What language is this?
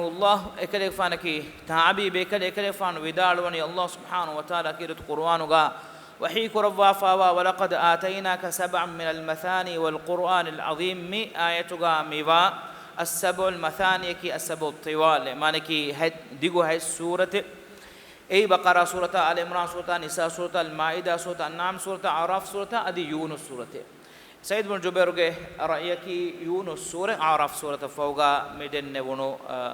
Divehi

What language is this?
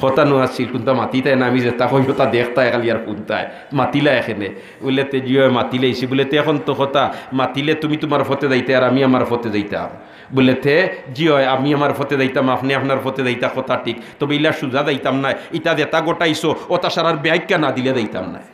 Sylheti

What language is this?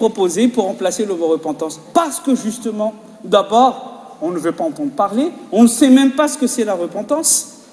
French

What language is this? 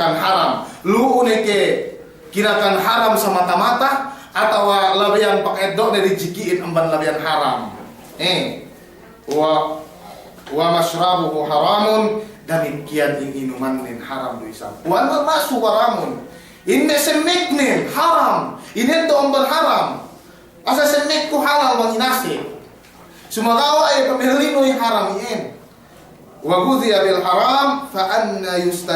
Yakan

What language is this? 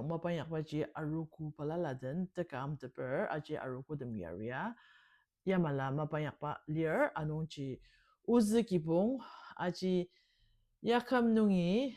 Ao Naga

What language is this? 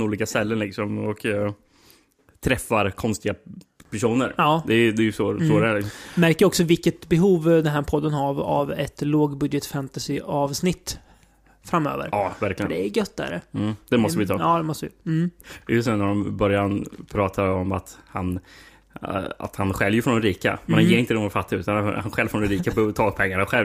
Swedish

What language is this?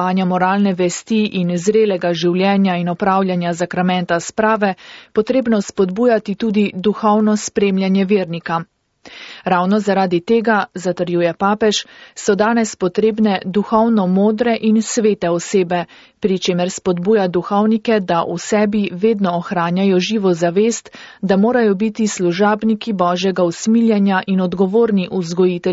Slovenian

